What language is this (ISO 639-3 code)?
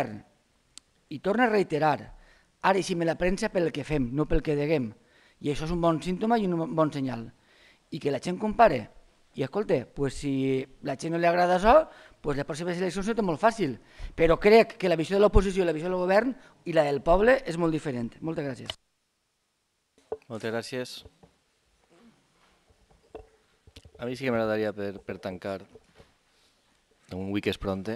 cat